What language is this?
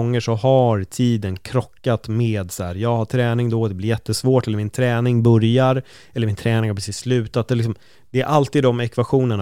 Swedish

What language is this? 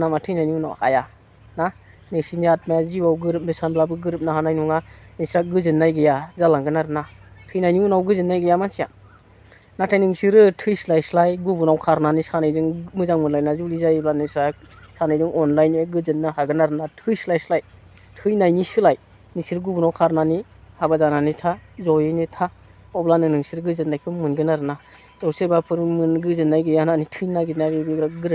Bodo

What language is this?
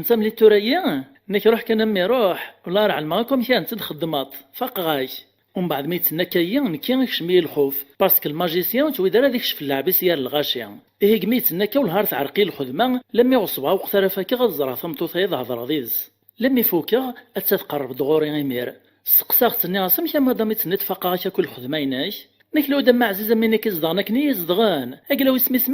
Kabyle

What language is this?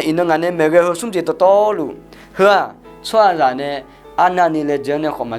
Akha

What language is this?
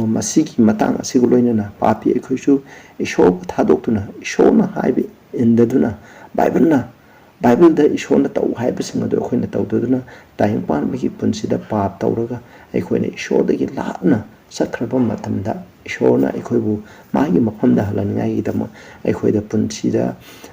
Manipuri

